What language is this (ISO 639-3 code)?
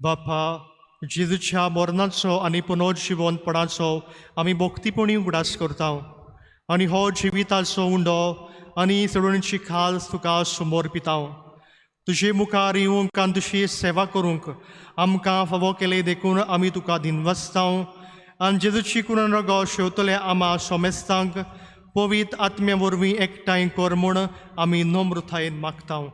kok